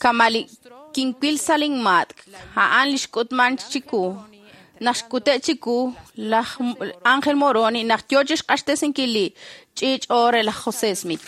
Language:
Kekchí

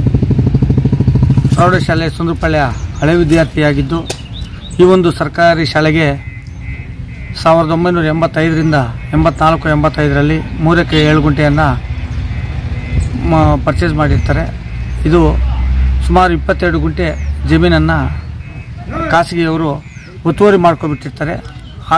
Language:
Kannada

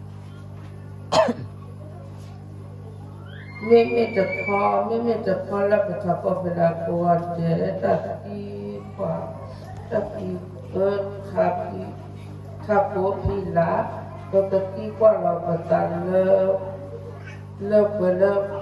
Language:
S'gaw Karen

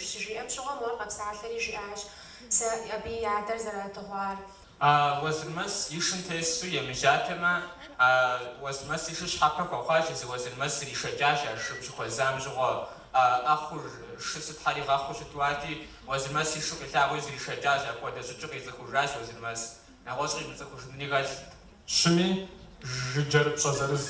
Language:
Kabardian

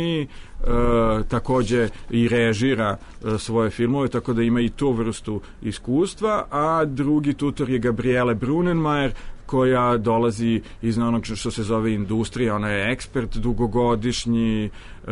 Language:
Serbian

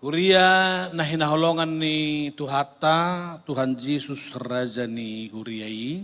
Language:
Batak Toba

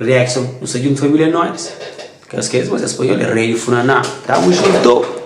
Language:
Kabuverdianu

